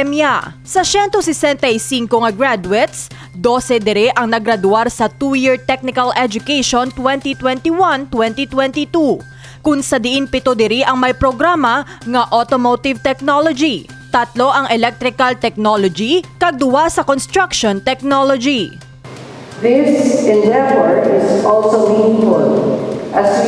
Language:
Hiligaynon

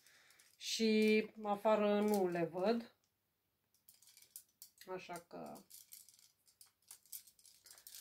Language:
Romanian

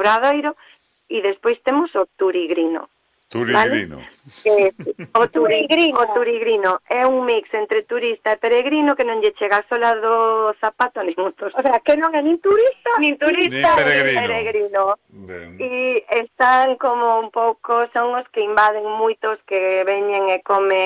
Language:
Galician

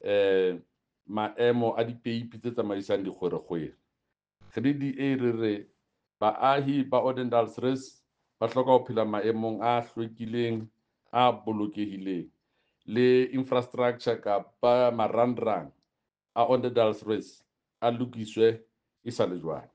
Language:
Southern Sotho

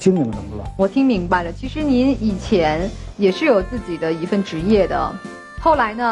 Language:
Chinese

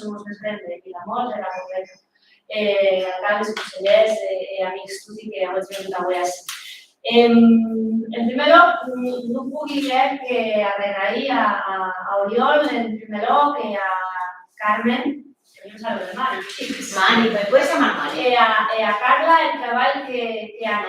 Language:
Occitan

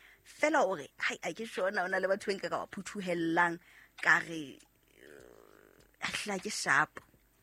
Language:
Southern Sotho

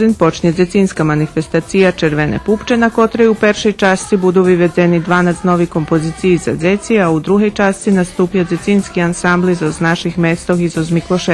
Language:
Rusyn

